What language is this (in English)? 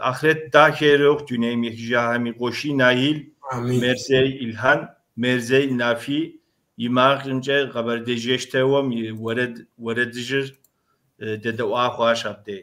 Kabardian